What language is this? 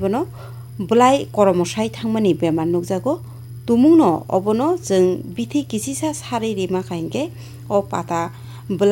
Kok Borok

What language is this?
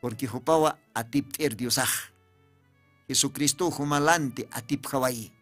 Aymara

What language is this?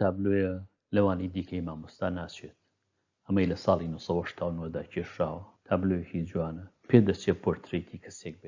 Central Kurdish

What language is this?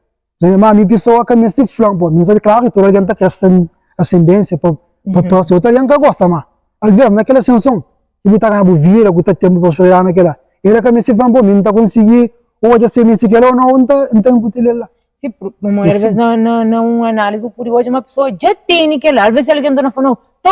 Kabuverdianu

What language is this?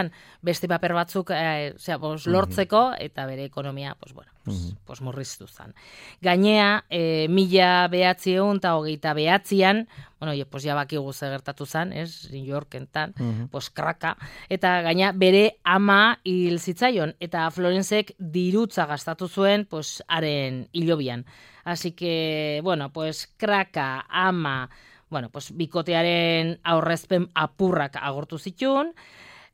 Basque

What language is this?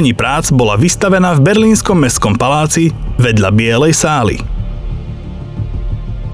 Slovak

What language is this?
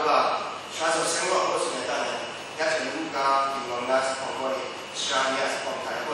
Kachin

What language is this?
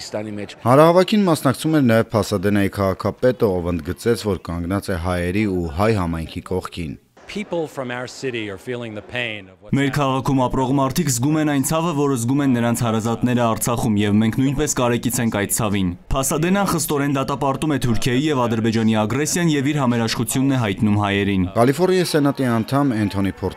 Armenian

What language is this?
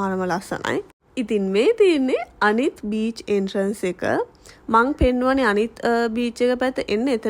Sinhala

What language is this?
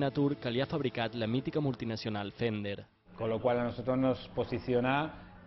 Catalan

